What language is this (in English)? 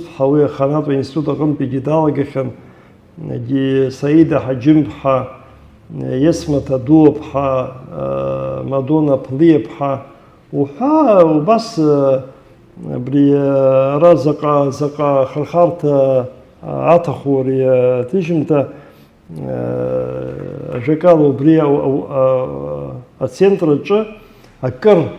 Abkhazian